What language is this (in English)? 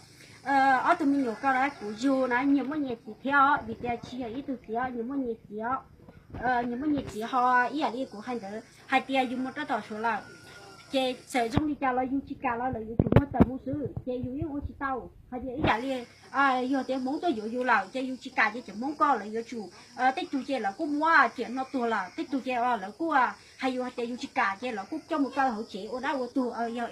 Hmong